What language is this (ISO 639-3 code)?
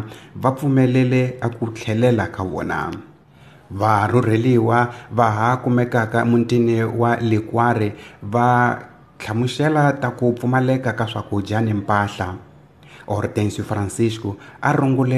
tso